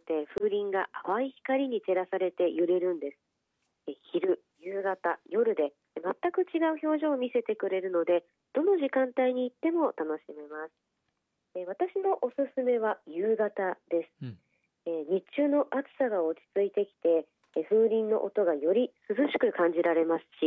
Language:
Japanese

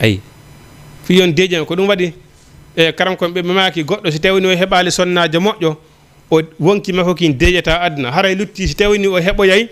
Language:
Fula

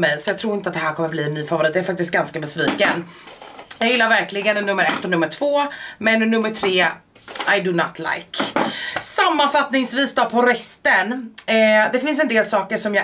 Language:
Swedish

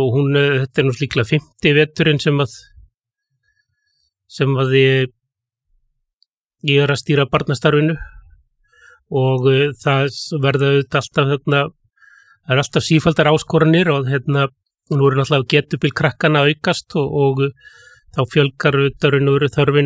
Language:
Icelandic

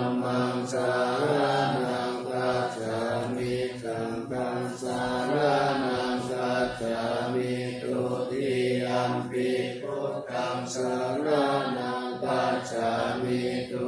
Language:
Pali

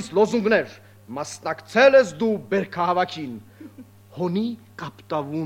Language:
Armenian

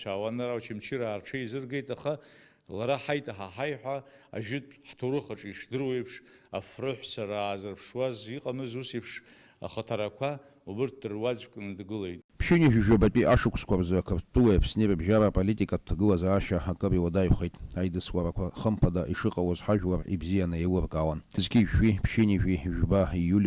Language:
Abkhazian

